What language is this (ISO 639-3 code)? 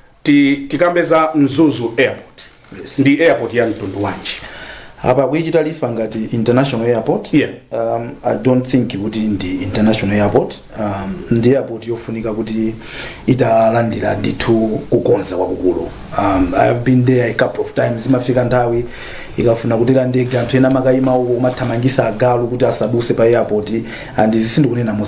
nya